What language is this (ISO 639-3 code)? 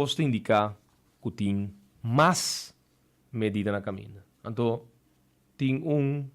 pap